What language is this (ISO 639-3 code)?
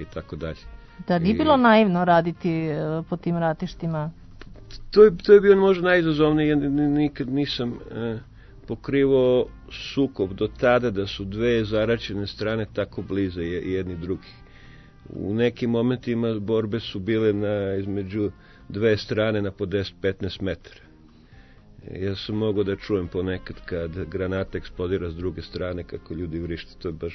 srp